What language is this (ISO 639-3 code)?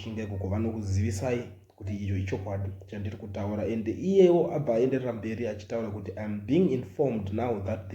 sna